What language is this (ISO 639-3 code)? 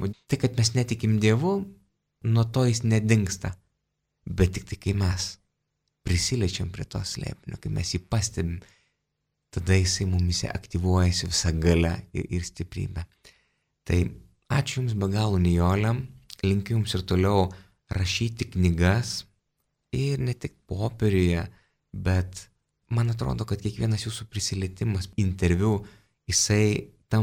lit